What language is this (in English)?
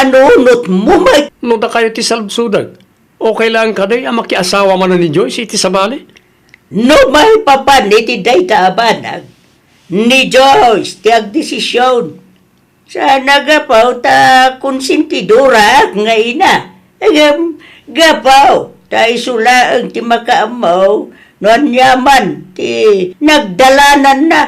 Iloko